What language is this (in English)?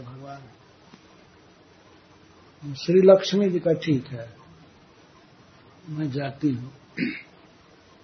Hindi